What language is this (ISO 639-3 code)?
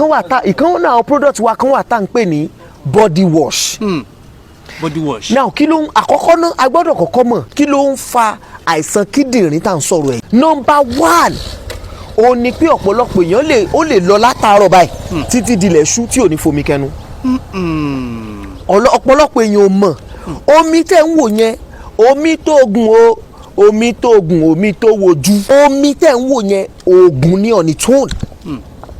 yor